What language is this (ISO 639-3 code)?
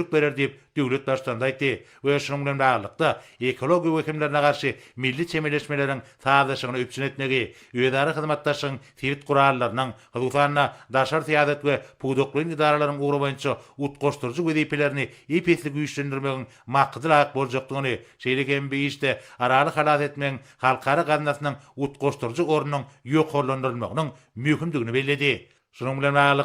tuk